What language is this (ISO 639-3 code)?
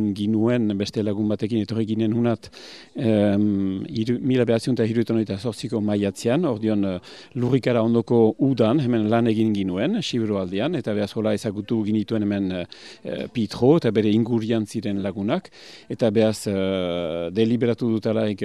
eus